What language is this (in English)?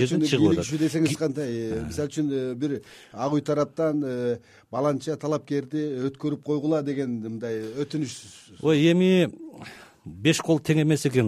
Kyrgyz